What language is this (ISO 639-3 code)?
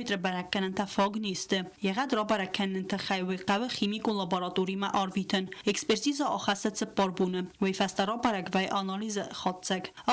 oss